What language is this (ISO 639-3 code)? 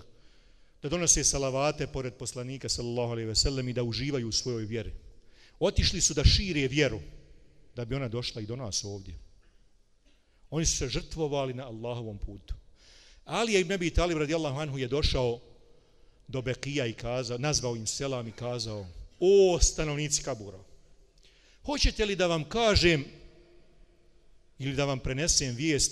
bos